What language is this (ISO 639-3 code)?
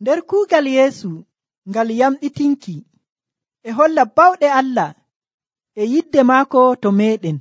fuv